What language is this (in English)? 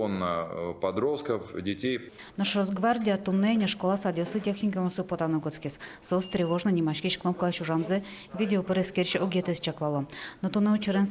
Udmurt